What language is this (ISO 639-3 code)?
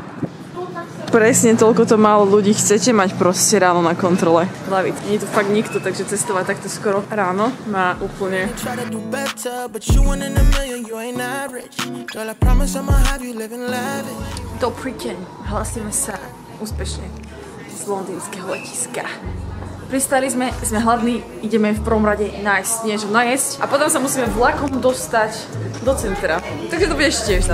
slk